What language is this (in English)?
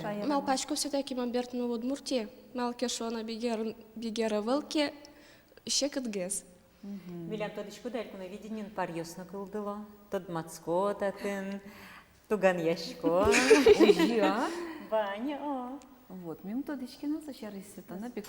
Udmurt